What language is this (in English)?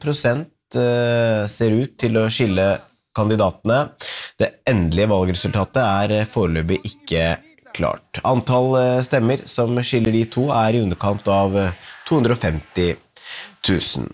Norwegian